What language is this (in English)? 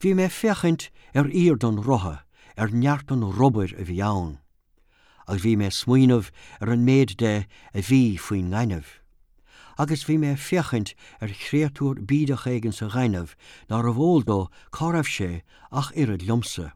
Irish